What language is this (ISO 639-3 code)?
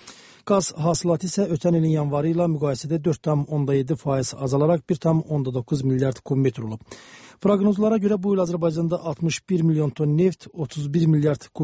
aze